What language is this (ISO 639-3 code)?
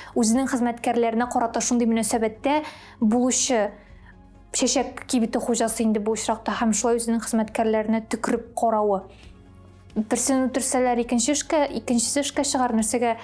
tat